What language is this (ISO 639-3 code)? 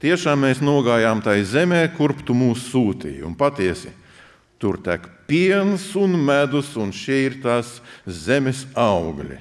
lav